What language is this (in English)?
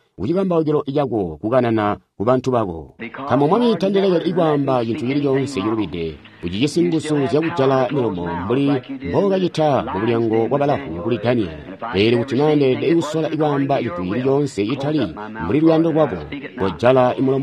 Tonga (Zambia)